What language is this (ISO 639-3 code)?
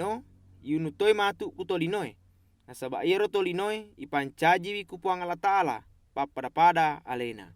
bug